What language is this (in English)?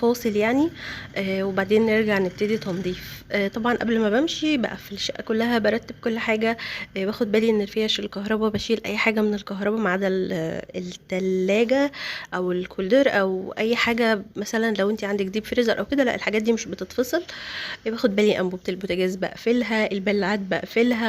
Egyptian Arabic